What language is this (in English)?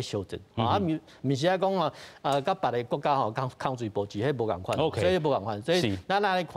Min Nan Chinese